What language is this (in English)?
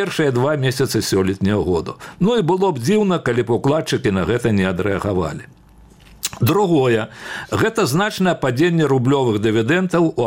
Belarusian